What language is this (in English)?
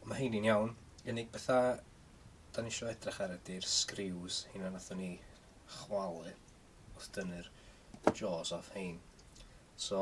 Welsh